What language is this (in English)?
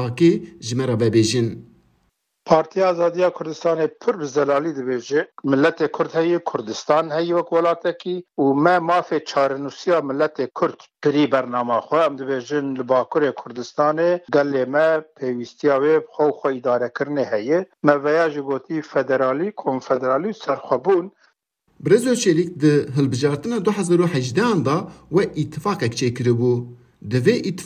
Kurdish